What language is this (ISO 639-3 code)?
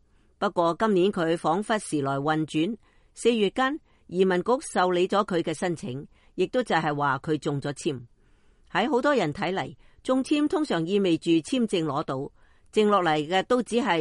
yue